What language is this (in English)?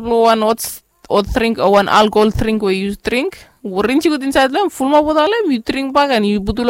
Bislama